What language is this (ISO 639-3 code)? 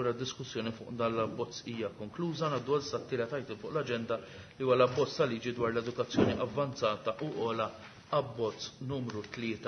mlt